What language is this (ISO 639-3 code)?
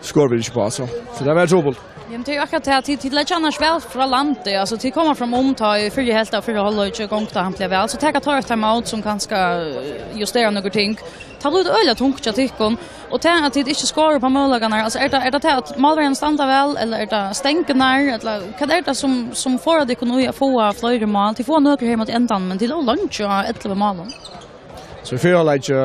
fao